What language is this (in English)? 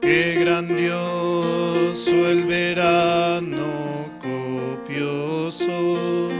Aymara